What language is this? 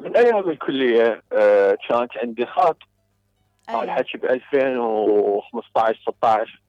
Mesopotamian Arabic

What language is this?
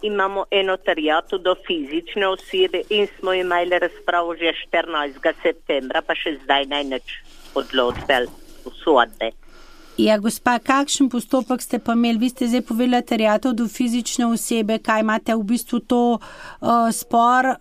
Slovenian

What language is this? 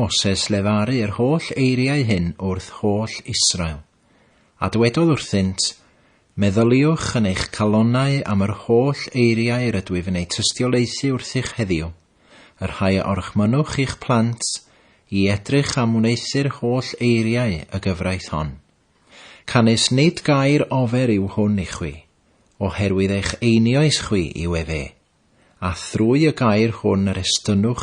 Welsh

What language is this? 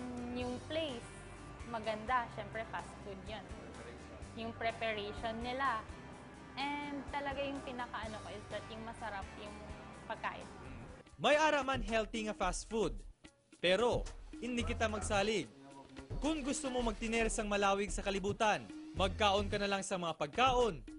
Hiligaynon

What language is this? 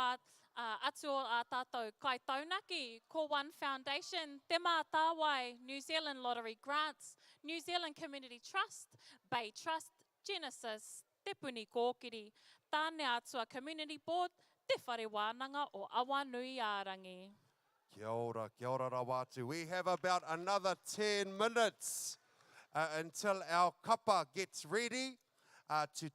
Māori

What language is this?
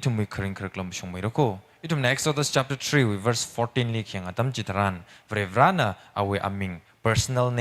Tangkhul Naga (India)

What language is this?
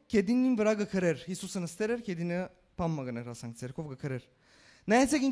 Western Armenian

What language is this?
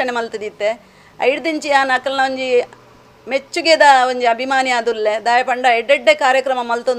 Tulu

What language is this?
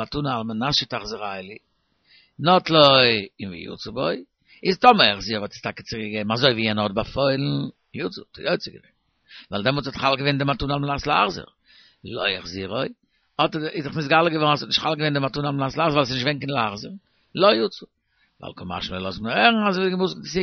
Yiddish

